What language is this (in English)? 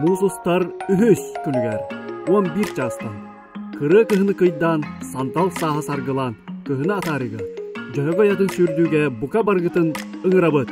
Yakut